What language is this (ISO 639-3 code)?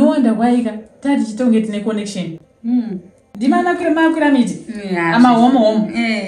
sna